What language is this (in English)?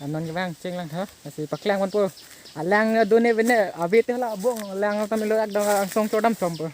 Karbi